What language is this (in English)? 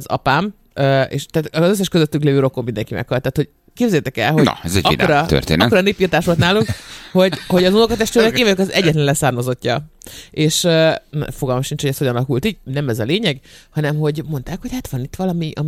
Hungarian